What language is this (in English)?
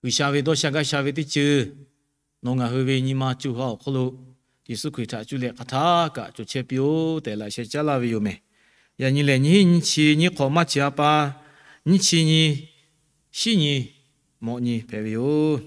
Lahu